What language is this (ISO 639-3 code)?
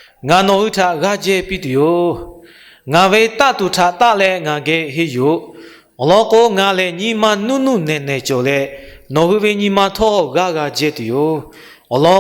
lhu